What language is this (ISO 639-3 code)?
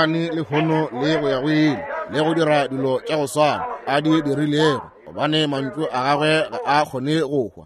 nso